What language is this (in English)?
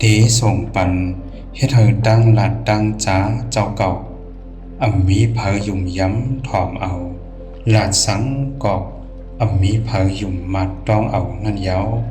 Shan